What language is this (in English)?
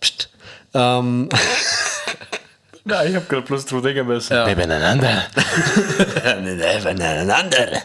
Bavarian